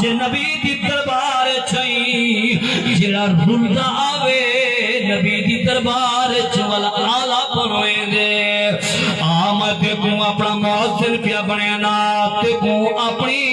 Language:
Saraiki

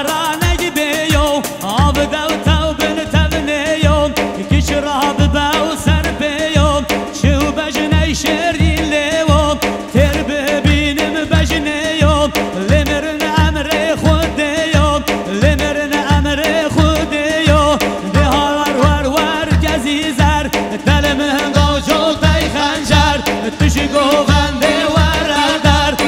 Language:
Kurdish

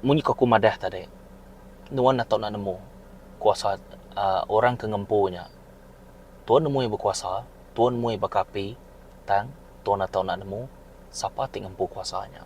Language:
Iban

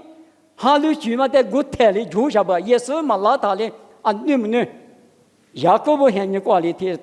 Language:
Lisu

